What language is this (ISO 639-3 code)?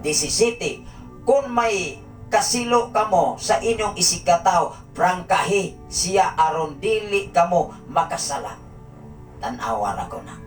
ceb